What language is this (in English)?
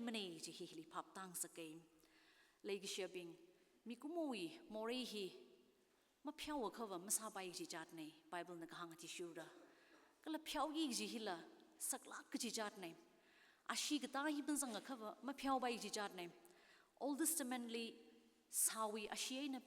Tangkhul Naga (India)